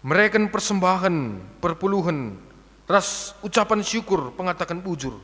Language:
Batak Karo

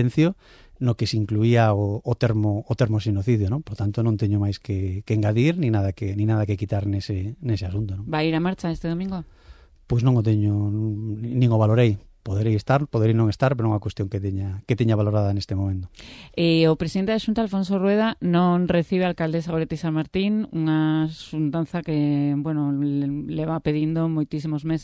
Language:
Galician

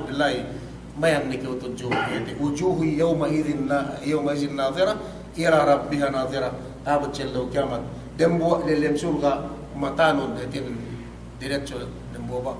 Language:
Yakan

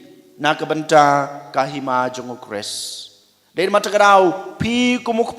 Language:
Khasi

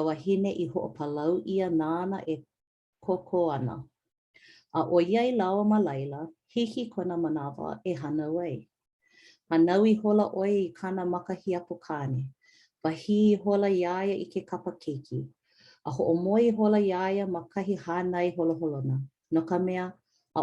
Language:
Hawaiian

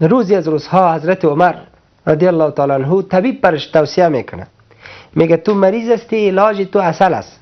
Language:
Persian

